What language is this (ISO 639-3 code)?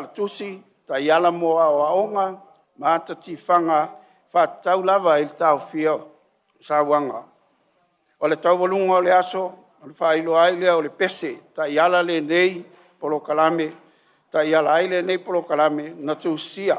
smo